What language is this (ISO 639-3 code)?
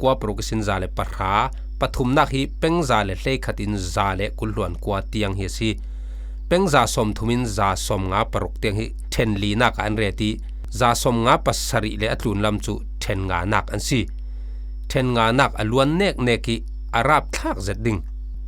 cfm